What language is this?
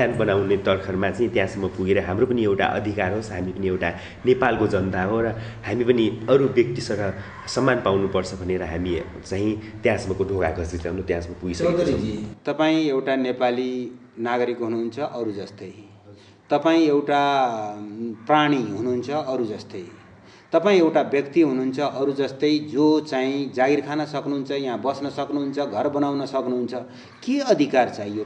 Nepali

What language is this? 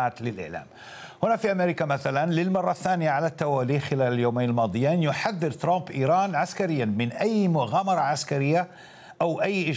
Arabic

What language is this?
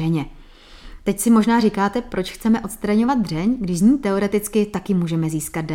Czech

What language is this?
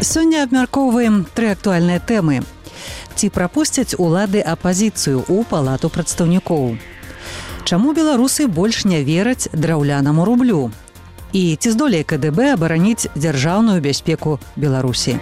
Belarusian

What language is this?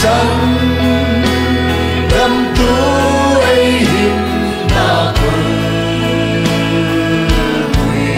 Hmar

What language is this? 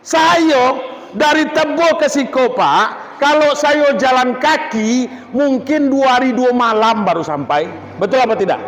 Minangkabau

